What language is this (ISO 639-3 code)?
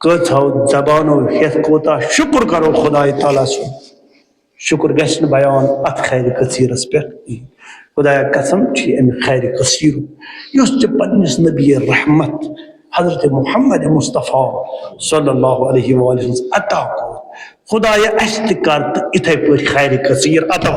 kas